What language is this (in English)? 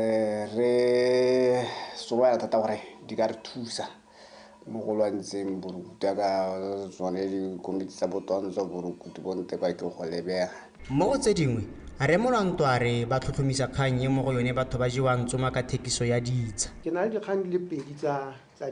Tswana